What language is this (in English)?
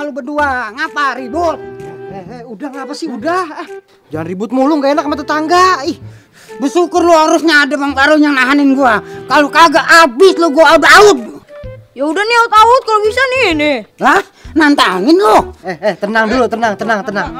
Betawi